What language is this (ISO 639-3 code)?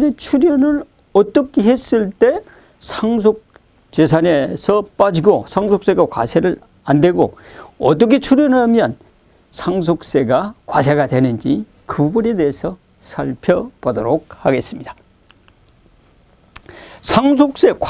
kor